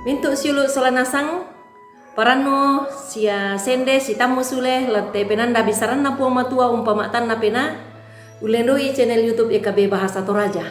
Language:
Toraja-Sa'dan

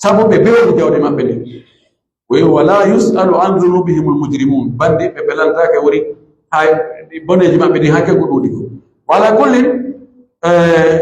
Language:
Pular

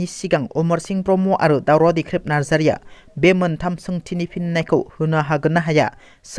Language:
Bodo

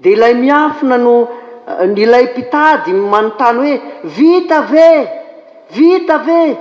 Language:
Malagasy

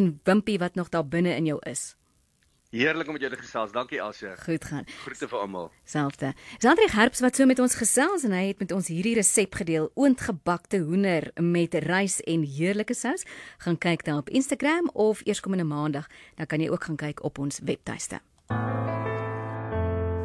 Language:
Afrikaans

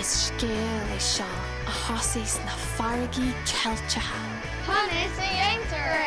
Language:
Irish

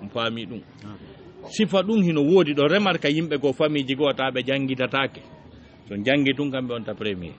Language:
Fula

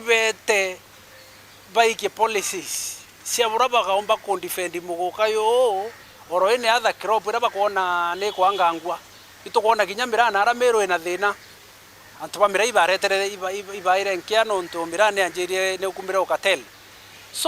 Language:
Meru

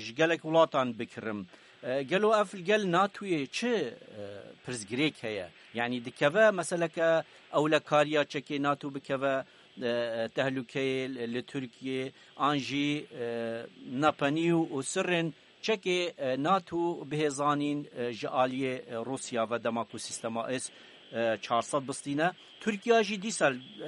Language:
Kurdish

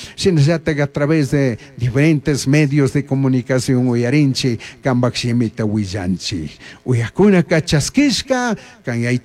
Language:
Chimborazo Highland Quichua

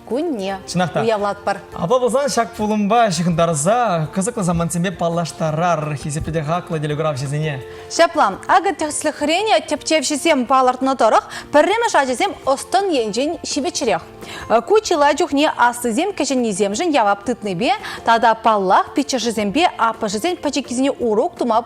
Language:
Chuvash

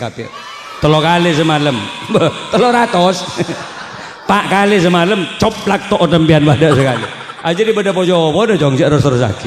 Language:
Madurese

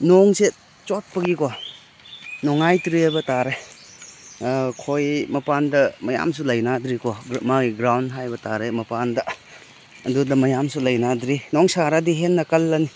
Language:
Manipuri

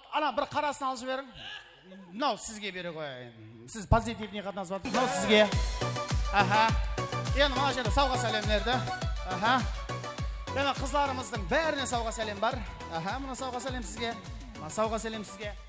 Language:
Kara-Kalpak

